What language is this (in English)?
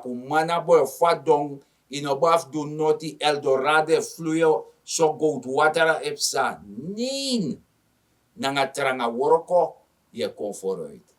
Sranan Tongo